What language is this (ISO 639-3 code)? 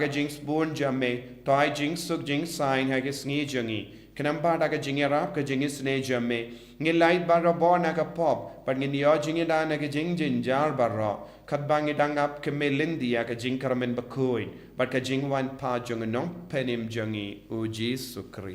kha